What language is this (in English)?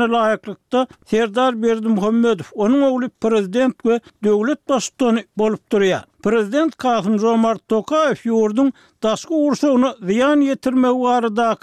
Turkmen